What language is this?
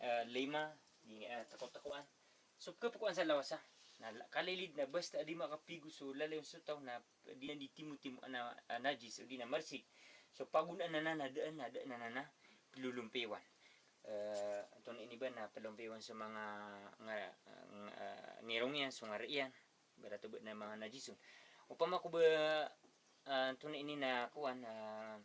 Maranao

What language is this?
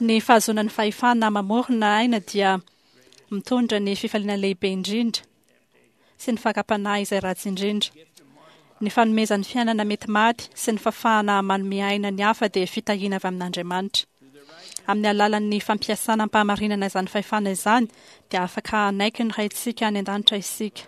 Malagasy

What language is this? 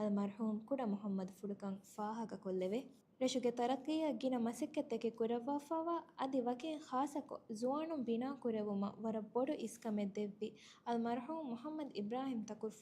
Divehi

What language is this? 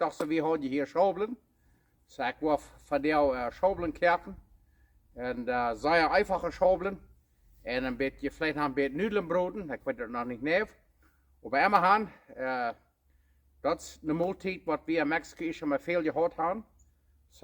Plautdietsch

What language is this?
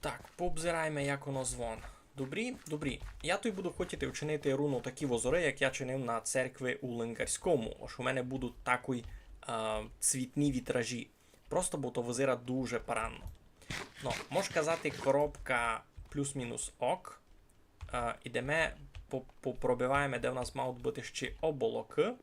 Rusyn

